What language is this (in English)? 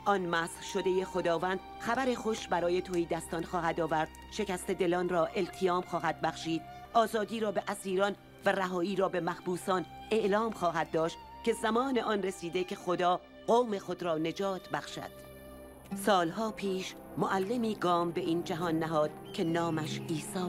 Persian